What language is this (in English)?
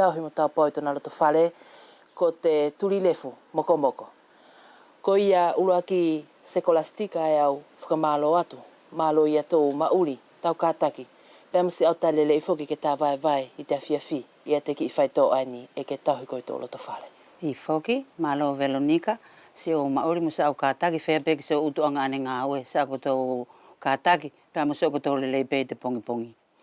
Wallisian